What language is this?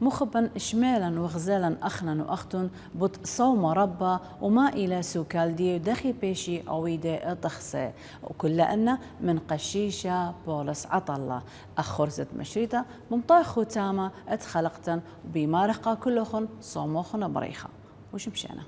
Assyrian Neo-Aramaic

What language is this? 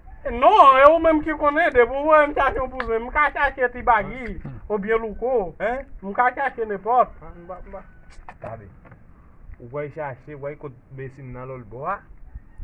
Haitian Creole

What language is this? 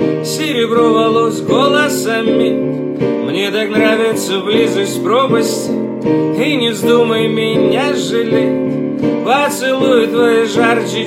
Russian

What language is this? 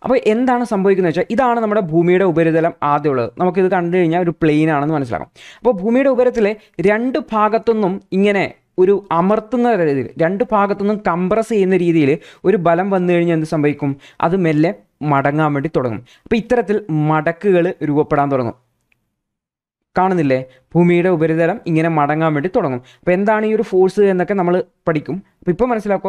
Malayalam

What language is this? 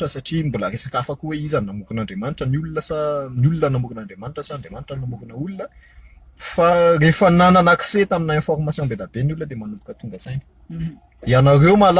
Malagasy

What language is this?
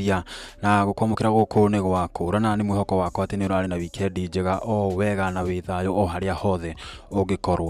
Kikuyu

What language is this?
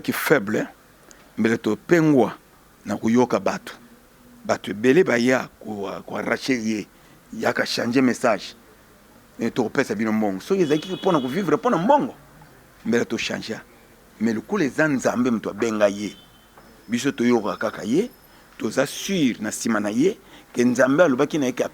Lingala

